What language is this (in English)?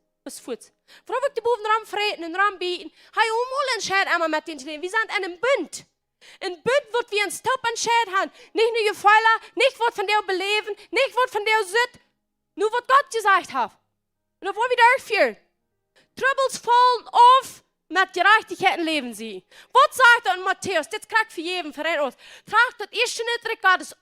Plautdietsch